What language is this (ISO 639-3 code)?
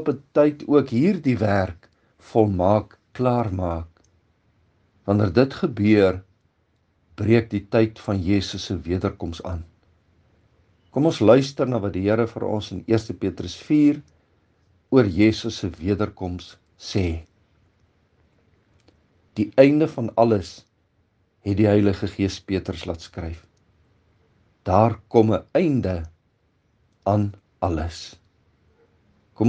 afr